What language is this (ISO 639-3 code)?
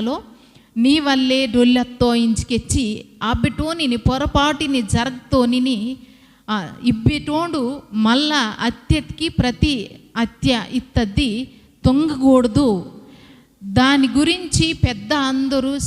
kff